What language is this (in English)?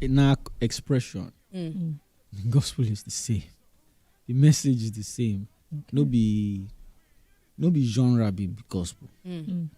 Nigerian Pidgin